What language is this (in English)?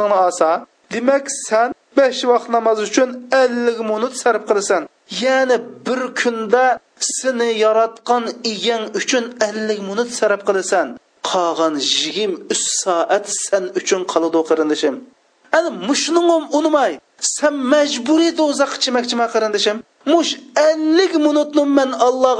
Uyghur